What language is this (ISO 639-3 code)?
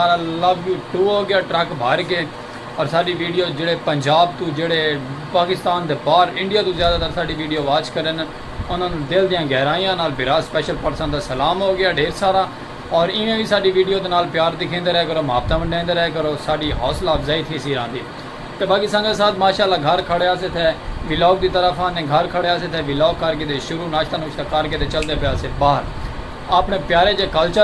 skr